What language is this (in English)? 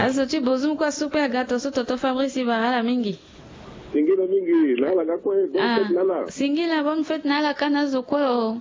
Sango